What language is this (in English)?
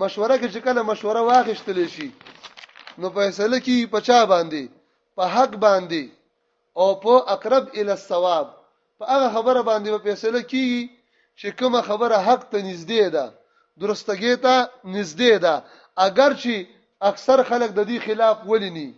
Pashto